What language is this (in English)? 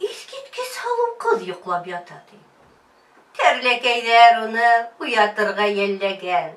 Bashkir